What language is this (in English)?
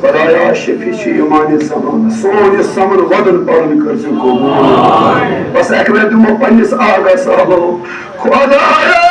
Kashmiri